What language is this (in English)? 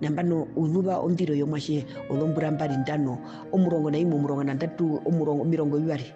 Herero